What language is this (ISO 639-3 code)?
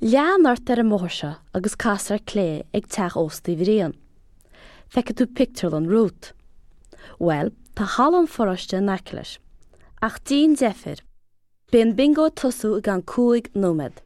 gle